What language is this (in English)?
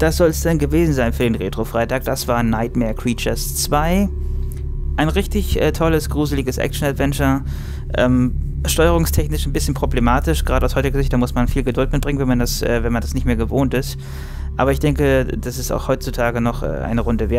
German